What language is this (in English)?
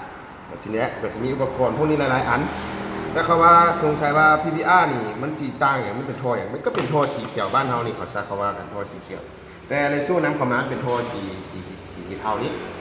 Lao